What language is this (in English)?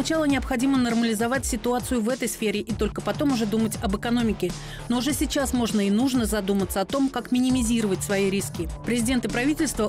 Russian